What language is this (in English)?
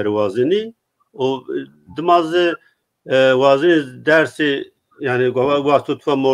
Zaza